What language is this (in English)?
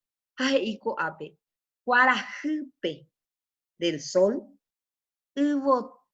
Guarani